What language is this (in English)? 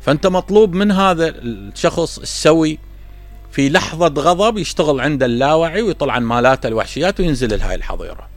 Mesopotamian Arabic